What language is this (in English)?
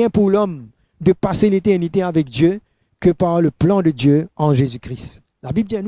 Morisyen